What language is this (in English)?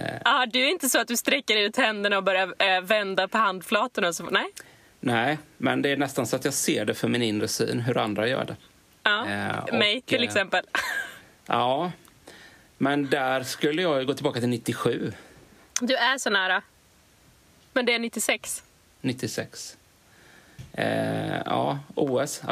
Swedish